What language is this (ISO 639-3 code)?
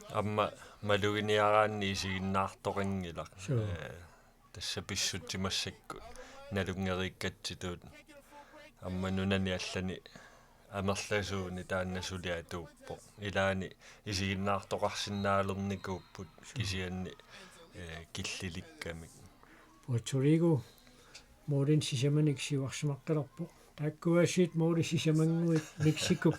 kal